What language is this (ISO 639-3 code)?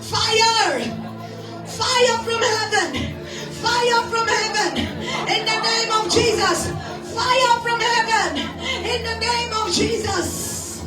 kok